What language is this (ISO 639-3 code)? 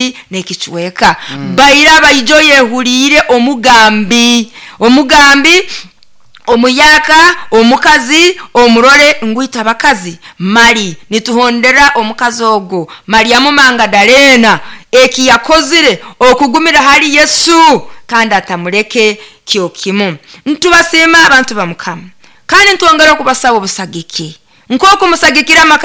nyo